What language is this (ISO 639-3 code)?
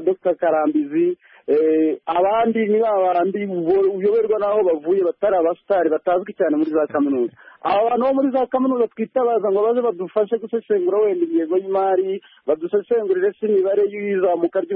kin